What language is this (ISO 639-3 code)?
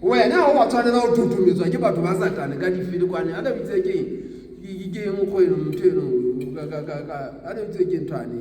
sot